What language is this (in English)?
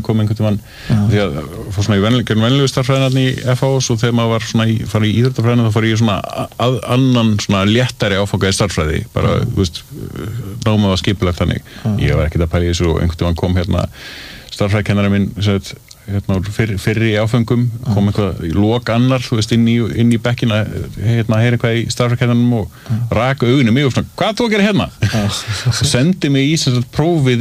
Icelandic